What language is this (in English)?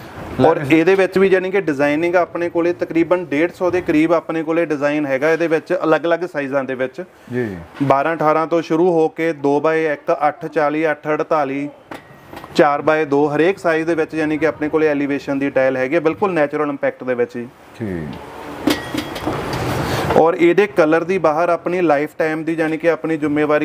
Punjabi